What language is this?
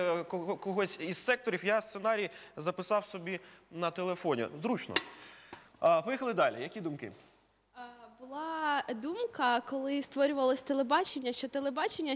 Ukrainian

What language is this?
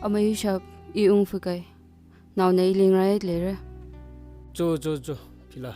Tangkhul Naga (India)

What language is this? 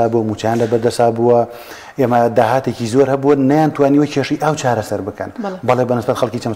Central Kurdish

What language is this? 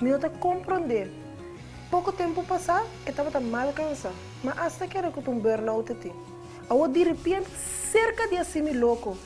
Papiamento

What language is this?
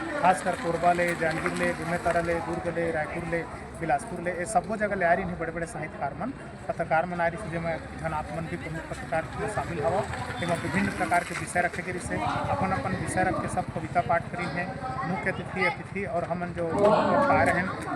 Chhattisgarhi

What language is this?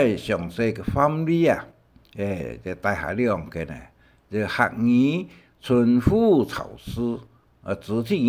Hakka Chinese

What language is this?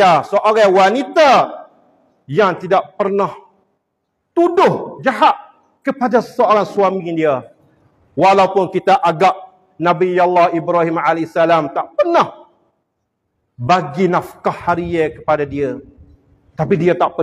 Malay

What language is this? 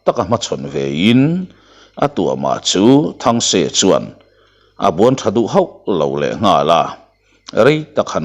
Mizo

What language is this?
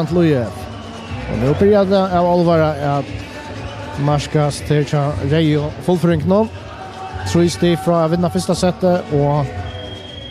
Faroese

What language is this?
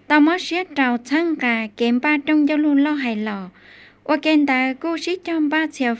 Hmong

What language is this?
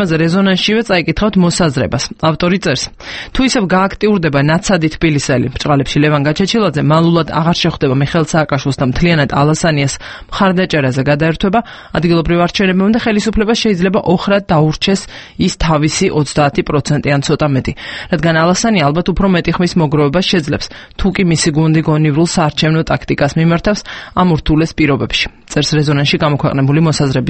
Georgian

